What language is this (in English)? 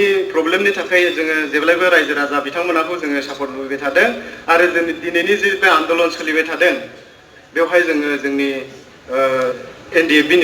Bodo